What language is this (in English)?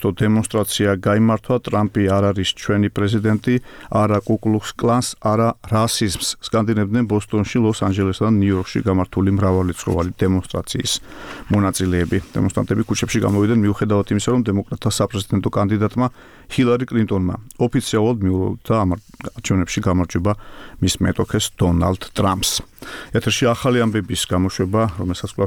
Georgian